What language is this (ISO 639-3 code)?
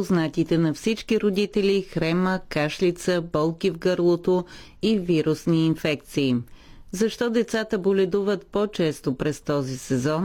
bul